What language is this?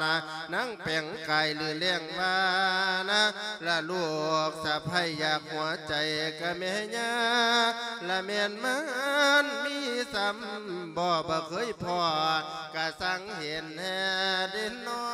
Lao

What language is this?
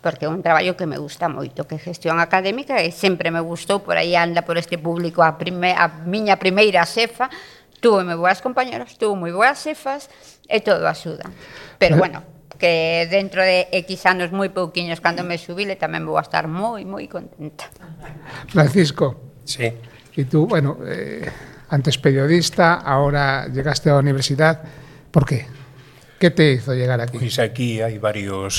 Galician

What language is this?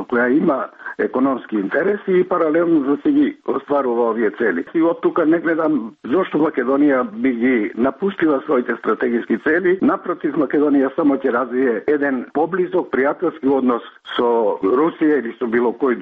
Macedonian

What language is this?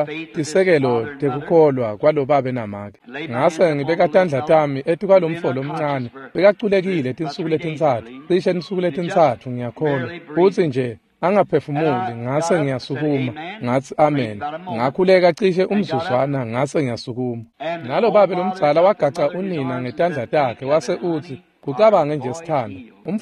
Swati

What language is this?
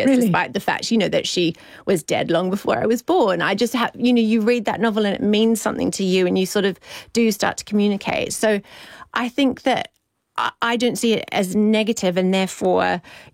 English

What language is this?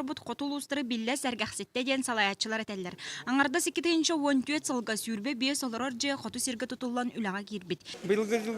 Yakut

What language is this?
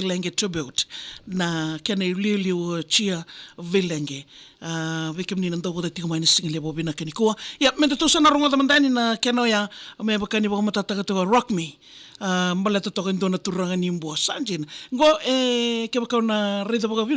Fijian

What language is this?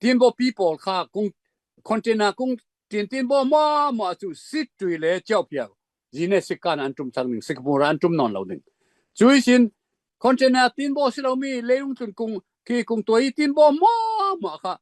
Falam Chin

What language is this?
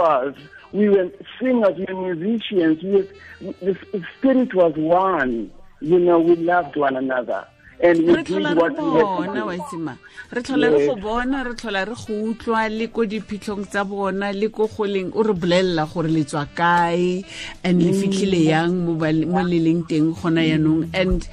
Tswana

